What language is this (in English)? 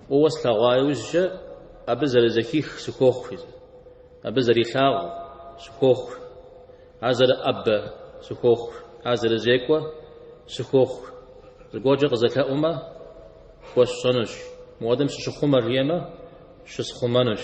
Kabardian